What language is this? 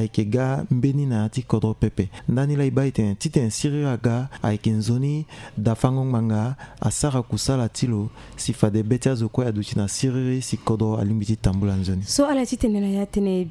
Sango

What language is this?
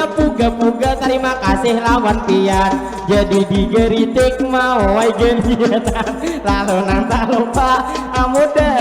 Banjar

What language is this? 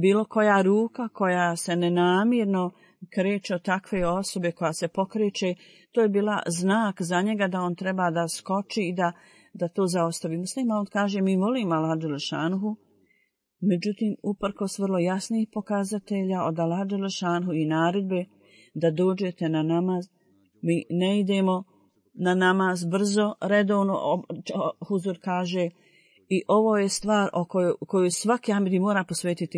Bosnian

